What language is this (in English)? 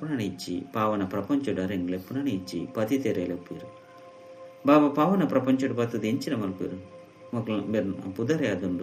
Tulu